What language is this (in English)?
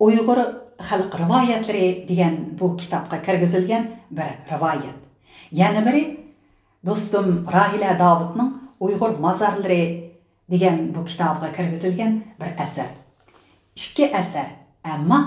Uyghur